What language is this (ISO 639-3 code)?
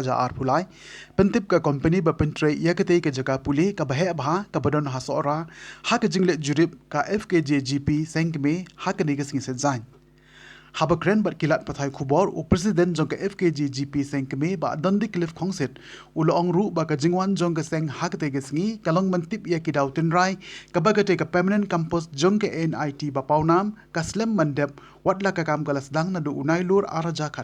kha